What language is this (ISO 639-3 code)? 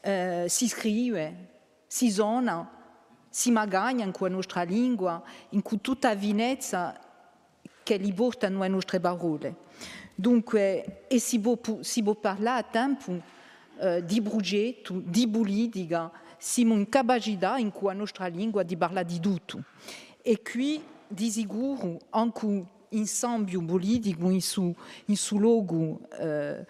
cos